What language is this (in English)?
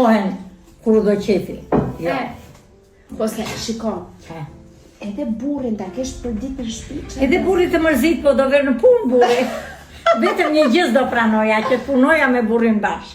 Albanian